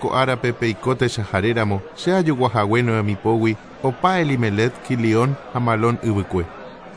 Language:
Guarani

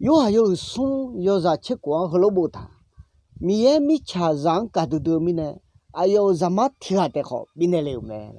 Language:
Akha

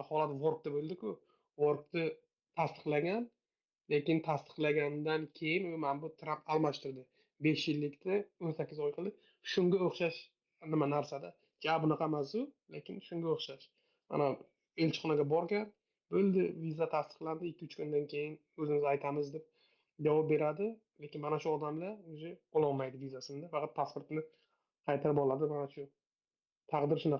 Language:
Uzbek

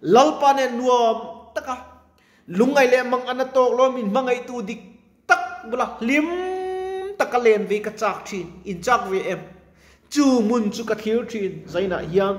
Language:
Mizo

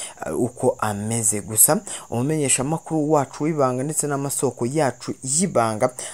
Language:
Rundi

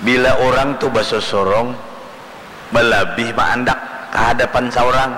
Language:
Banjar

